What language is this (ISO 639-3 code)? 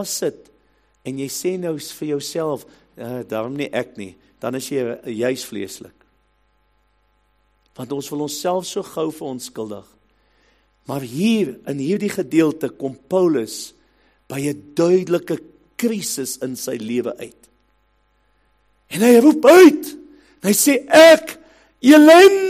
afr